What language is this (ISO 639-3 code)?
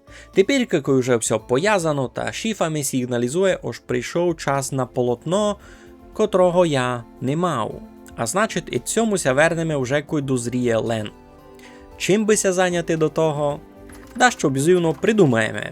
rue